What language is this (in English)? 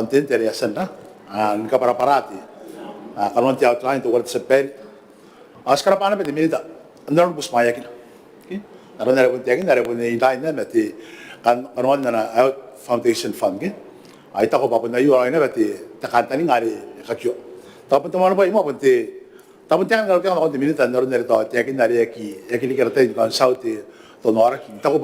Gilbertese